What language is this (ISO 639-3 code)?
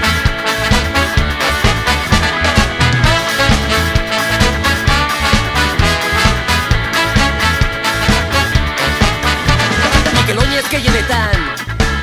eus